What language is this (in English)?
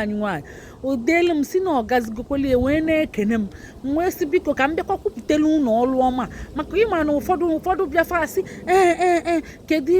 Igbo